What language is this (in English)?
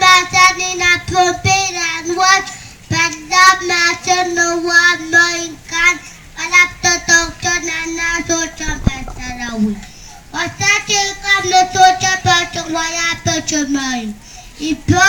Pohnpeian